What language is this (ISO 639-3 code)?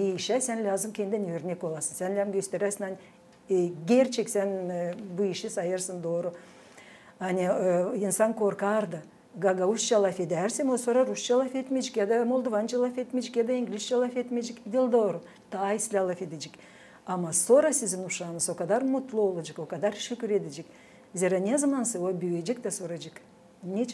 gag